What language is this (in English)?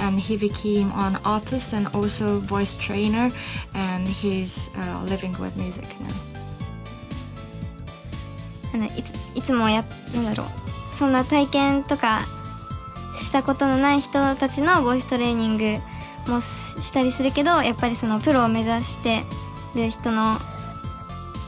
Japanese